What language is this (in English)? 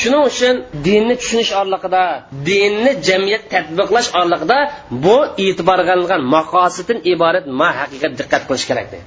Uyghur